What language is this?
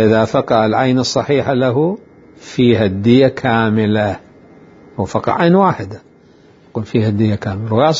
Mesopotamian Arabic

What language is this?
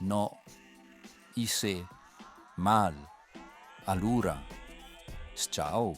Lombard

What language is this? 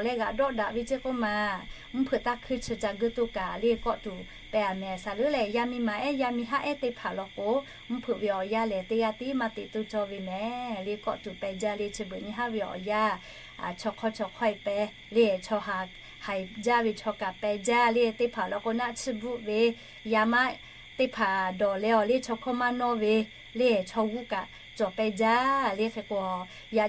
Lahu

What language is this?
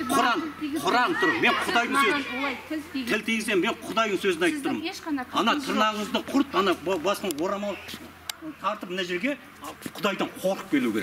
Kazakh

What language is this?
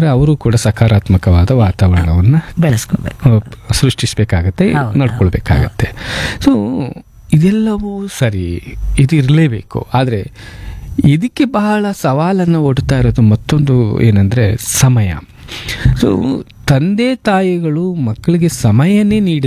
Kannada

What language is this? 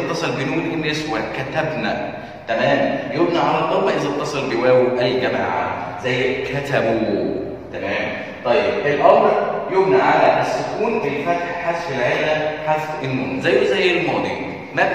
Egyptian Arabic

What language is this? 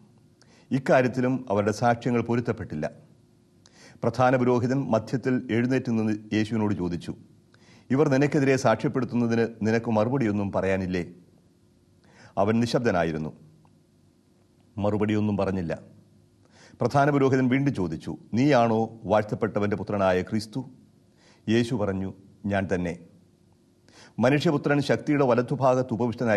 Malayalam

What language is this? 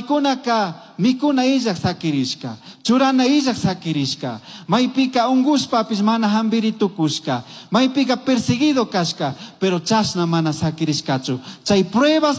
Chimborazo Highland Quichua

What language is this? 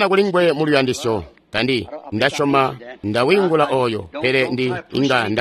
Tonga (Zambia)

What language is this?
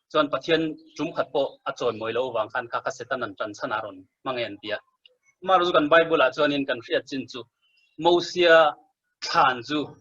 Mizo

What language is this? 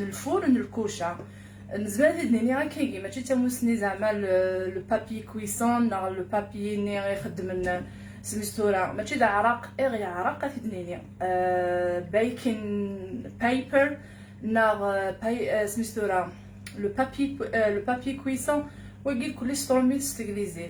Kabyle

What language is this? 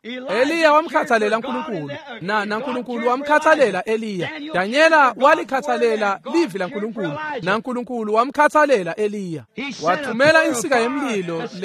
Swati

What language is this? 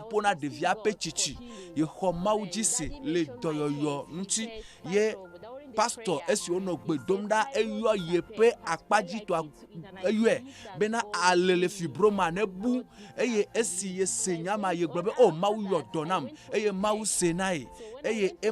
Ewe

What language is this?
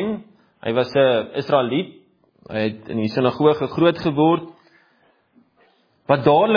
Afrikaans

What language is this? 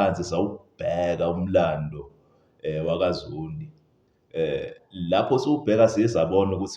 Zulu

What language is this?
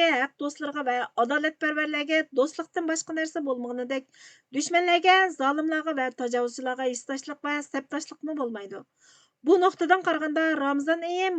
Uyghur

